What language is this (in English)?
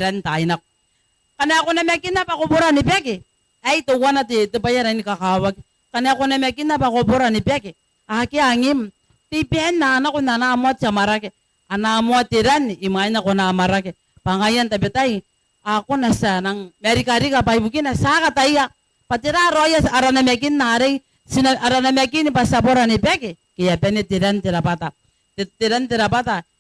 Gilbertese